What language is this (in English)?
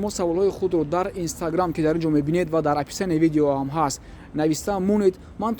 Tajik